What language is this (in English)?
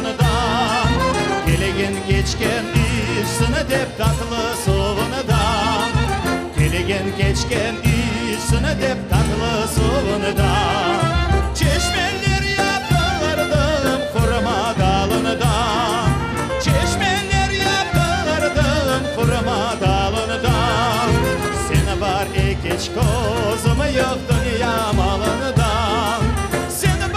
Crimean Tatar